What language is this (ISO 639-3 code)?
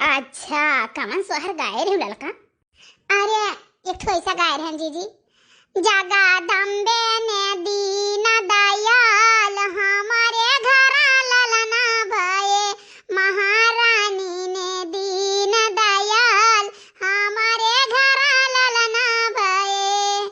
awa